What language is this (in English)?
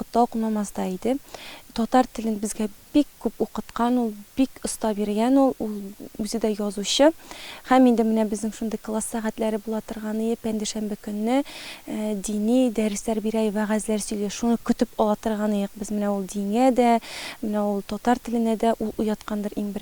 Tatar